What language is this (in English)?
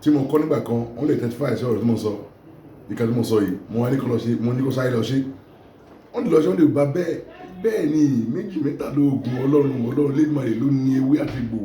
Yoruba